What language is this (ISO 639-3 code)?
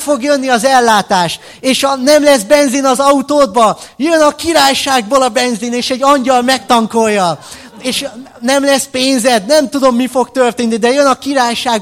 hun